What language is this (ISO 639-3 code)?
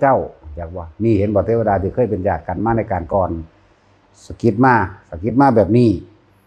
tts